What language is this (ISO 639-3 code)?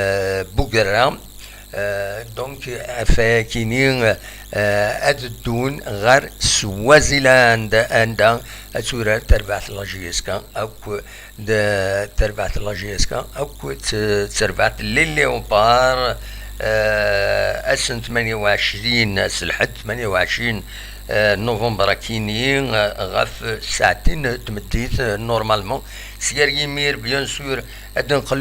kab